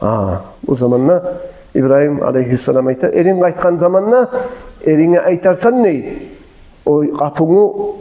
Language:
Kumyk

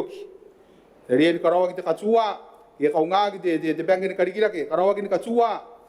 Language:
Gilbertese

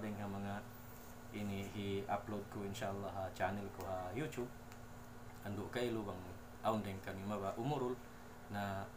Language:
Tausug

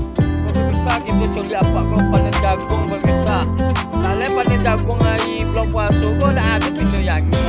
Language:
Minangkabau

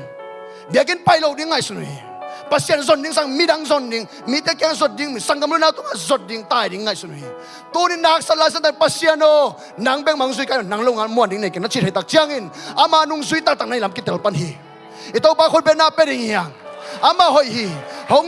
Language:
Tedim Chin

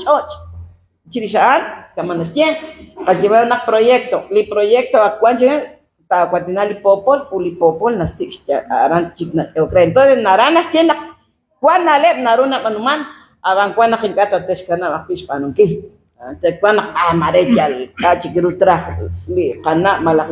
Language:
Kekchí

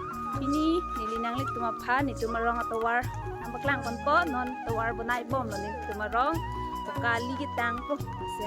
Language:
Karbi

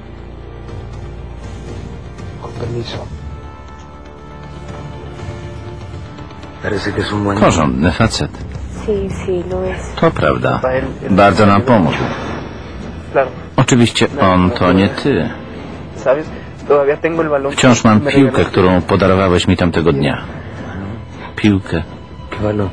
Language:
Polish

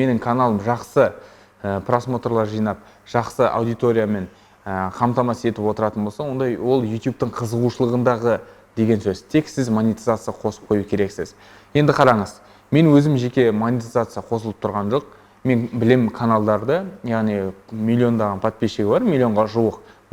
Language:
Kazakh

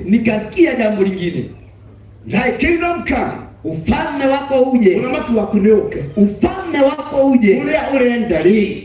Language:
Kikuyu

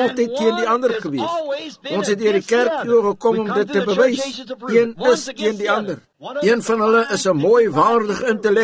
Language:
Afrikaans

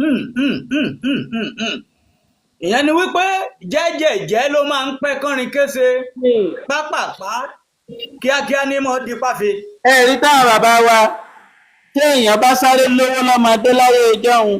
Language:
Yoruba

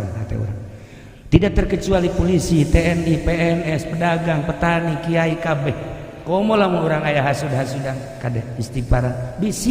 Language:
Sundanese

